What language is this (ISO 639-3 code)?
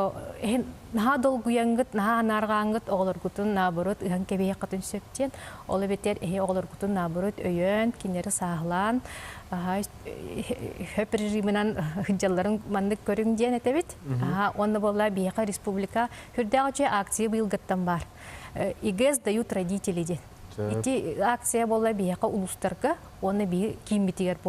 sah